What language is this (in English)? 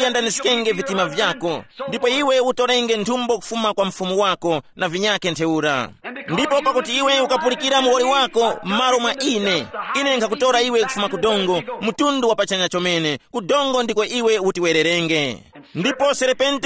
Tumbuka